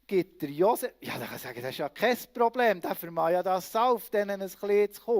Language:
Swiss German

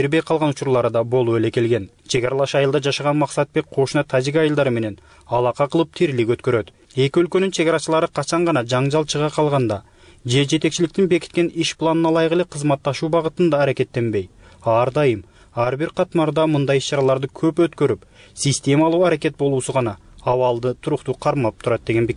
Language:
Kyrgyz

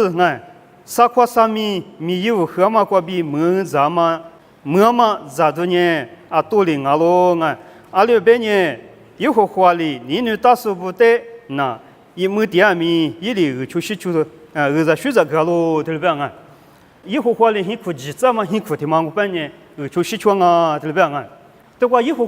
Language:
Lisu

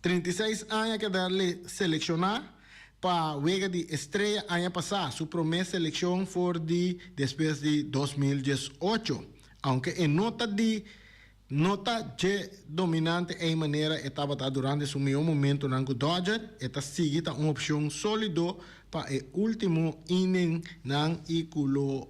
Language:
Papiamento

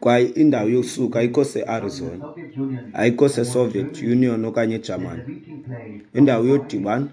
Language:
Xhosa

